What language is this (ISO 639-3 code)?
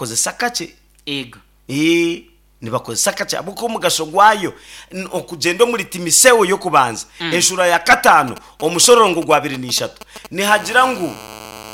nyn